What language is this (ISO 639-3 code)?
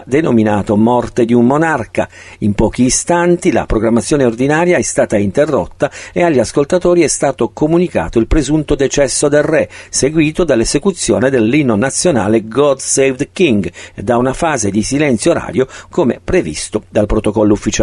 ita